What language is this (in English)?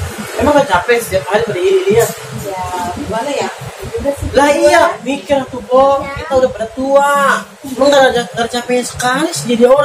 Betawi